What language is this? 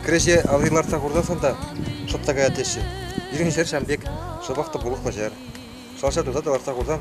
Chuvash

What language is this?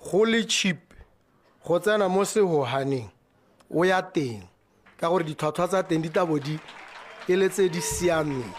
Tswana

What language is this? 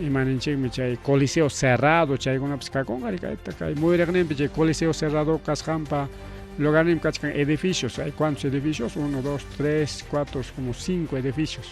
Ayacucho Quechua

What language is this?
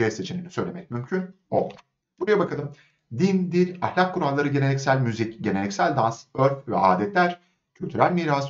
Turkish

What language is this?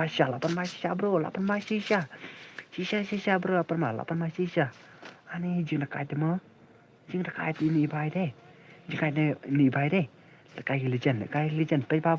Khasi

